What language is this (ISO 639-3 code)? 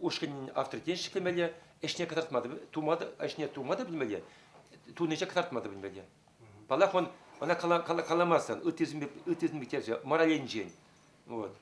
chv